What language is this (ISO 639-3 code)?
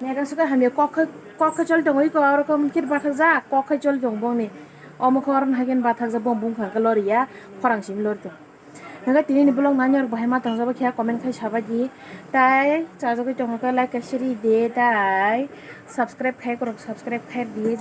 trp